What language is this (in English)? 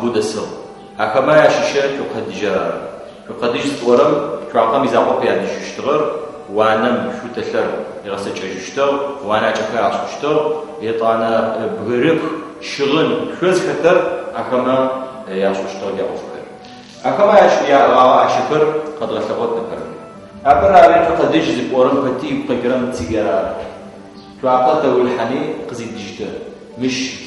Adyghe